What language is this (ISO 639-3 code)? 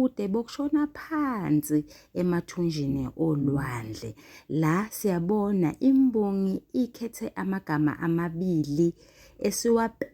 zul